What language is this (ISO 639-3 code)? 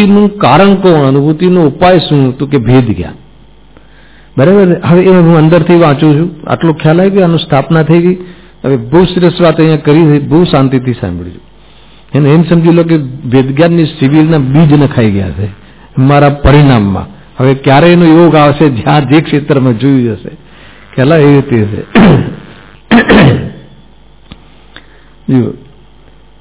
guj